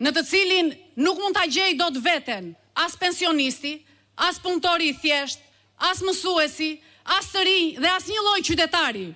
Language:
Albanian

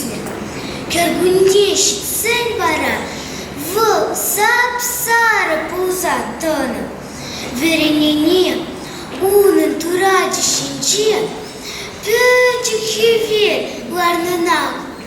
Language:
Chuvash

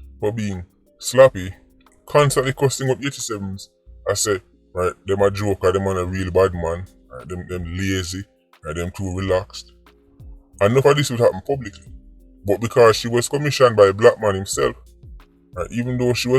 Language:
Jamaican Creole English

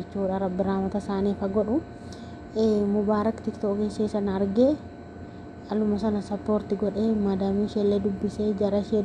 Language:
Oromo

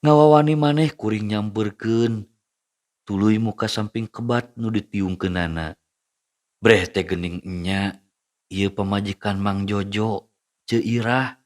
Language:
Sundanese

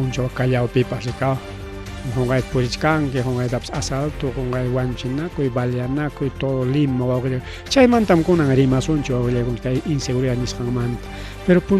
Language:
Ayacucho Quechua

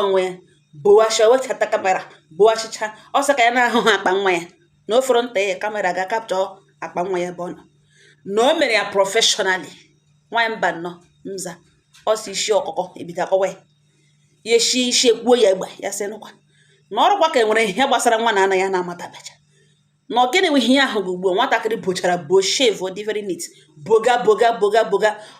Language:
Igbo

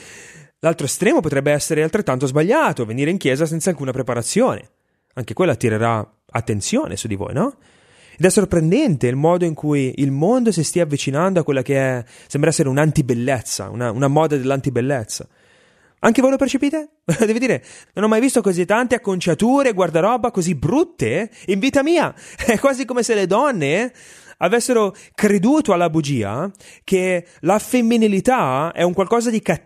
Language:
Italian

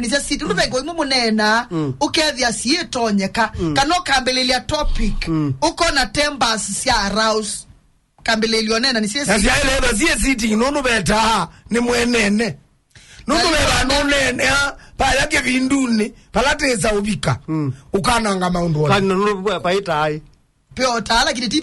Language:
Kamba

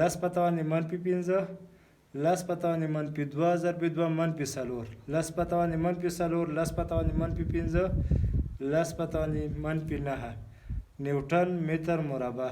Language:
Pashto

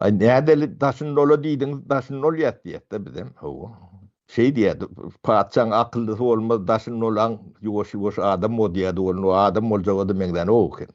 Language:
Turkmen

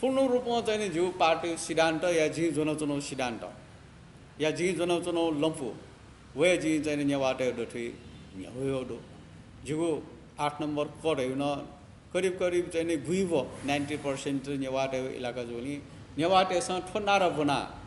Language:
Newari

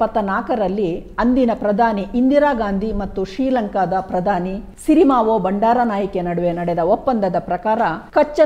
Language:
Kannada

